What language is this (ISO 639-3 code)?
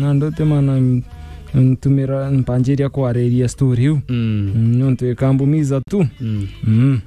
mer